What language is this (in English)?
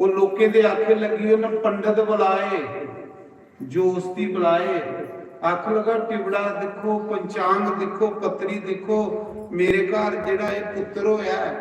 Dogri